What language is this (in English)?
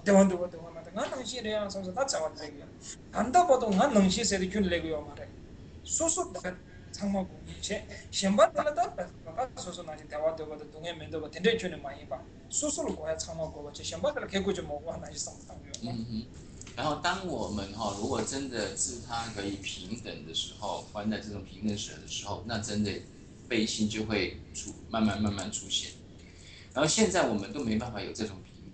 Chinese